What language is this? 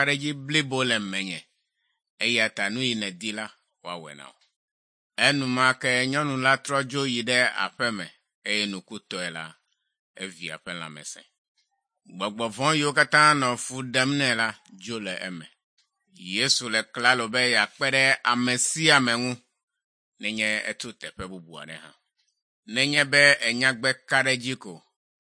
Ewe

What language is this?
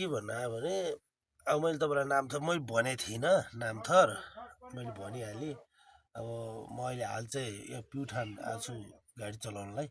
Nepali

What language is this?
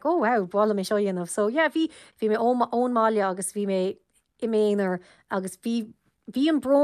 Irish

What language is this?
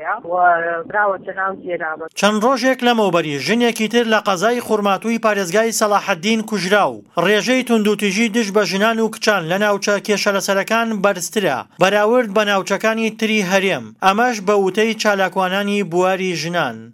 Central Kurdish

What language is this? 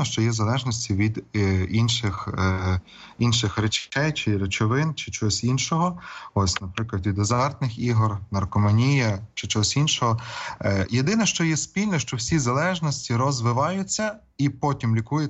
Ukrainian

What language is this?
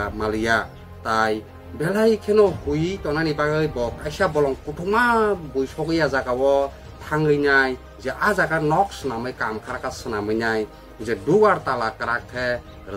Kok Borok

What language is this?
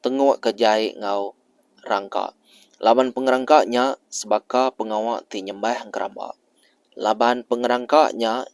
Iban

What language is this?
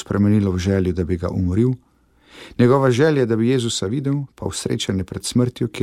Slovenian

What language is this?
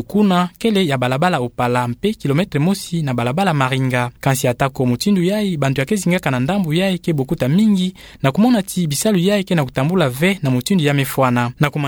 Kituba (Democratic Republic of Congo)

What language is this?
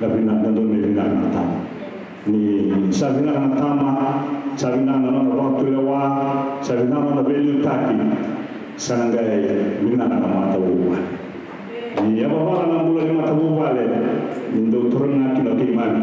Fijian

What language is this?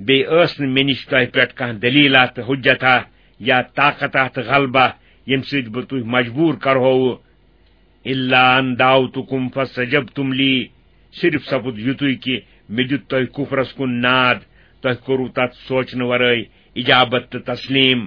Kashmiri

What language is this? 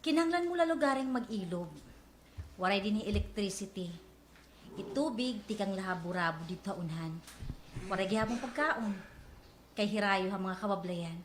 Waray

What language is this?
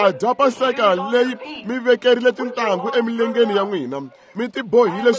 Tsonga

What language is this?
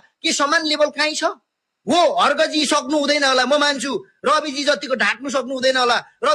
Nepali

